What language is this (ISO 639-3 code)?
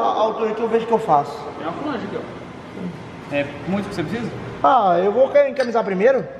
por